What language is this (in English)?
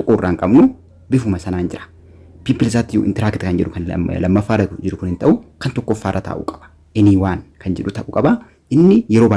Oromo